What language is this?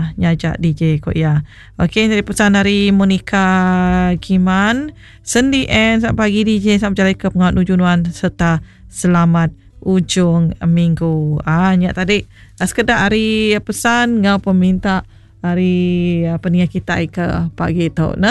Iban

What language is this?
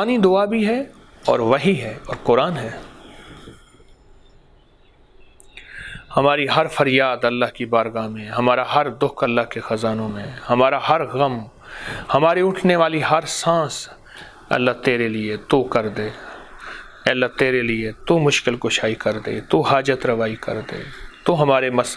Urdu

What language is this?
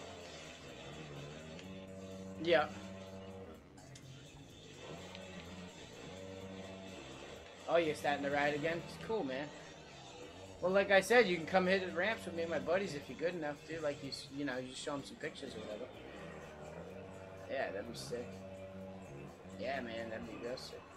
English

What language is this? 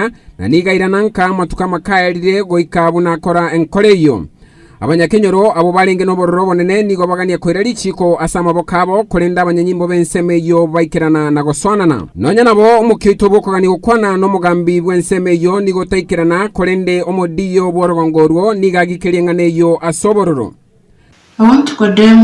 Gusii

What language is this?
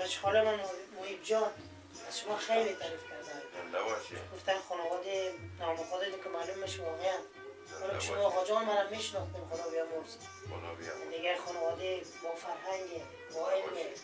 Persian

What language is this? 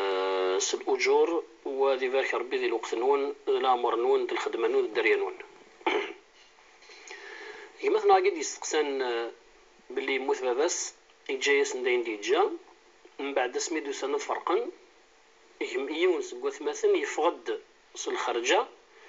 Kabyle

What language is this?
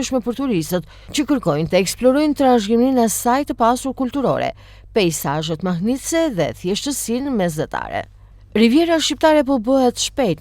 Albanian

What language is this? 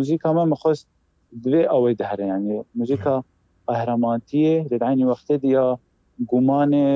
Kurdish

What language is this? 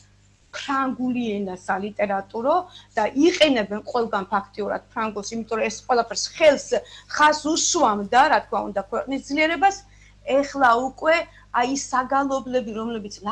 Georgian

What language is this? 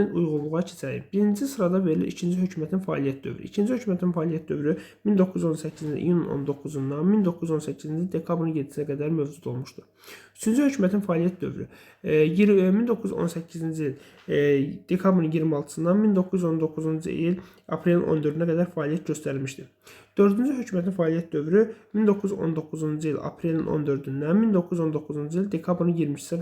Azerbaijani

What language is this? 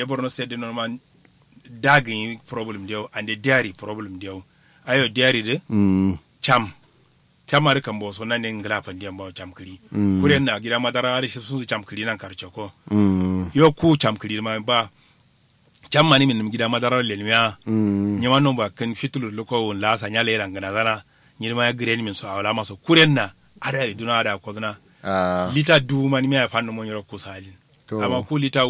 Kanuri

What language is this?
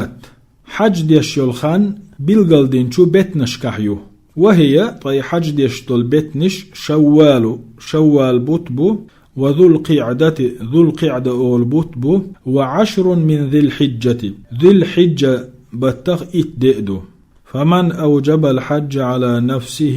Chechen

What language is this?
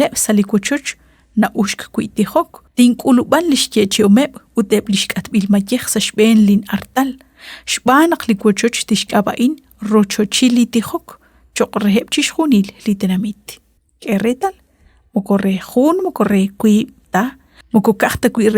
Kekchí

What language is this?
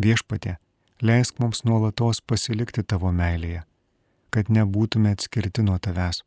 Lithuanian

